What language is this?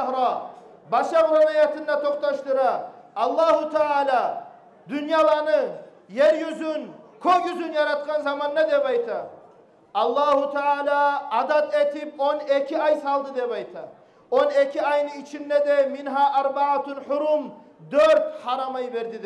Kumyk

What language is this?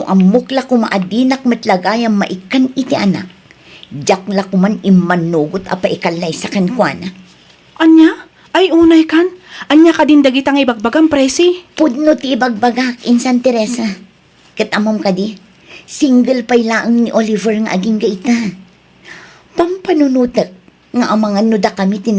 Iloko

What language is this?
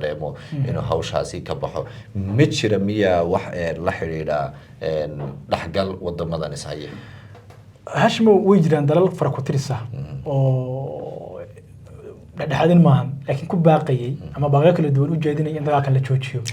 Somali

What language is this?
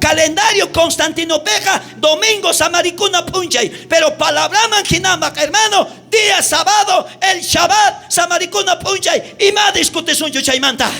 South Bolivian Quechua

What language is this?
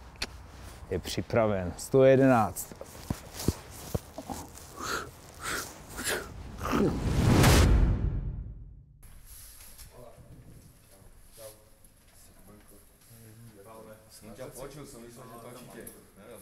Slovak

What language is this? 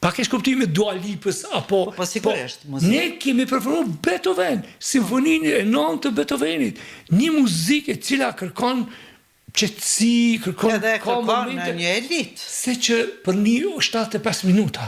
Albanian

